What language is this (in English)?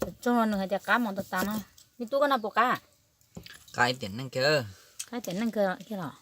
Hmong